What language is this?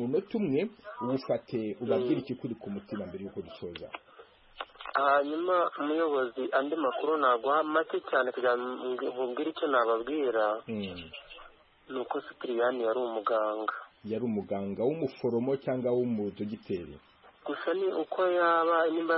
Kinyarwanda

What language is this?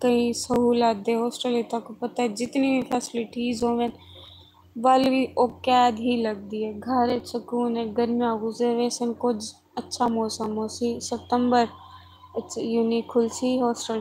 Saraiki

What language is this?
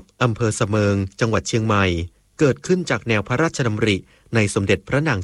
Thai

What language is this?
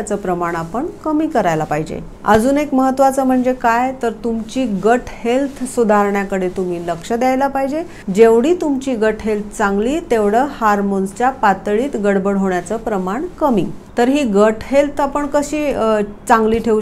Marathi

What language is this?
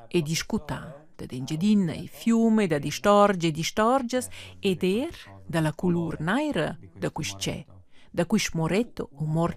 Romansh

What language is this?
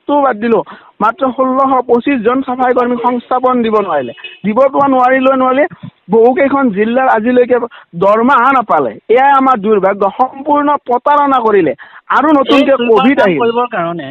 Assamese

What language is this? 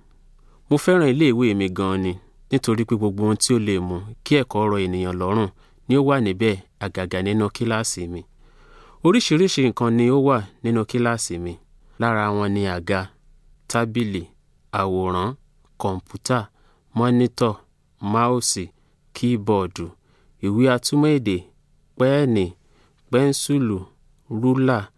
Yoruba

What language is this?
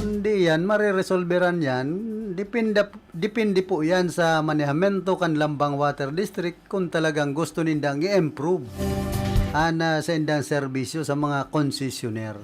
Bikol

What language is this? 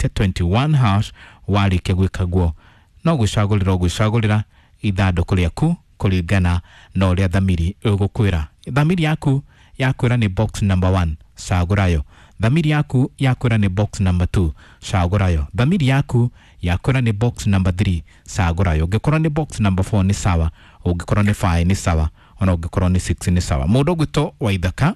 Kikuyu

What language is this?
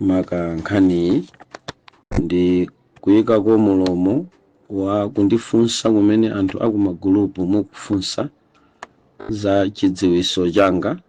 Nyanja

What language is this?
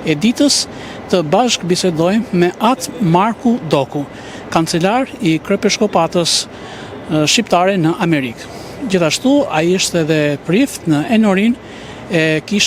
Albanian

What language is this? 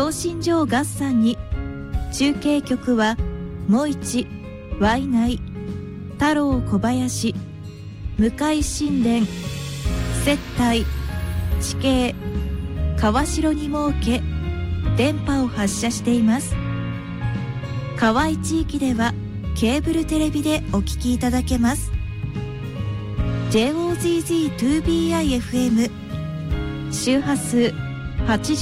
Japanese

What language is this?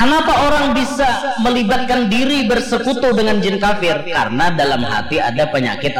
Banjar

